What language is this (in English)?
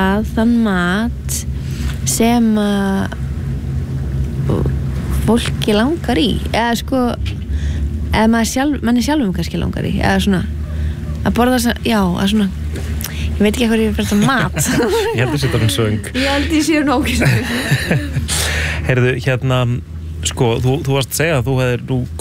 Icelandic